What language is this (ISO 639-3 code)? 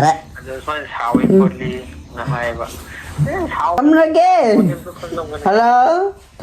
mni